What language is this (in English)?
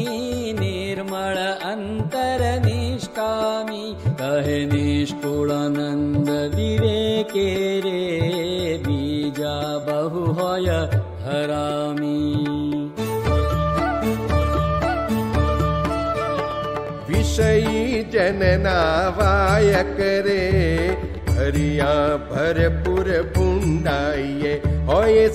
Gujarati